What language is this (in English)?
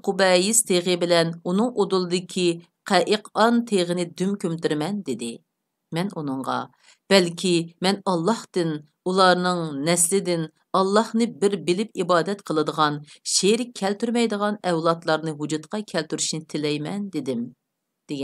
Uyghur